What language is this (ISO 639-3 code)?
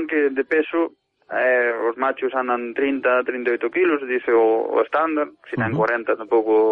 glg